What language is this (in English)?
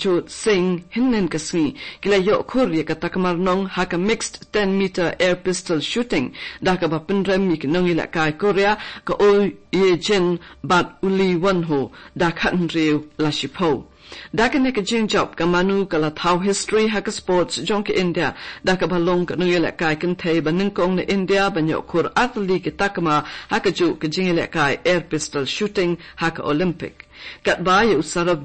Khasi